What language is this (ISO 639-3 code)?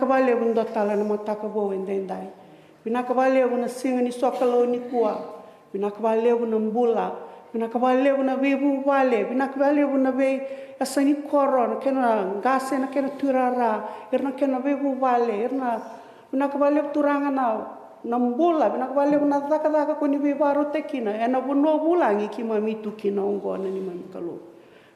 fij